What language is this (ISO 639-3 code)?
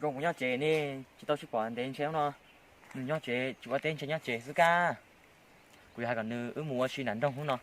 hmn